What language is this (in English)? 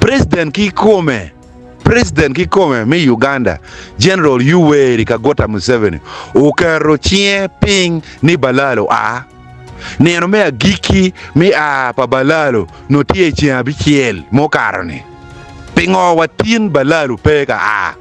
Acoli